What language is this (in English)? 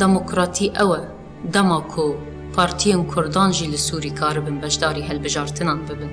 Kurdish